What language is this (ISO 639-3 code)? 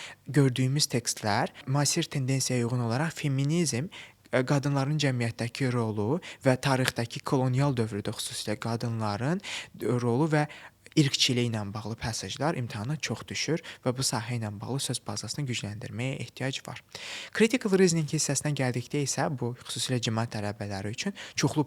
aze